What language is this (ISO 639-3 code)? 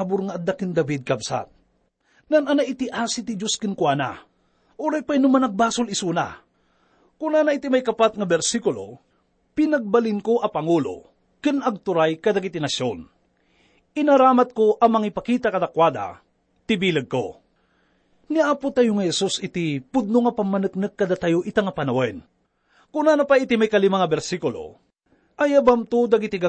ilo